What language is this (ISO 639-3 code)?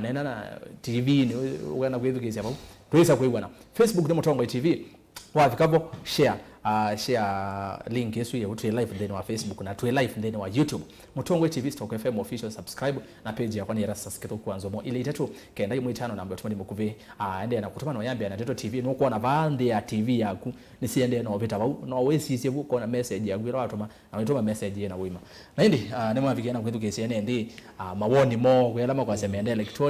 kam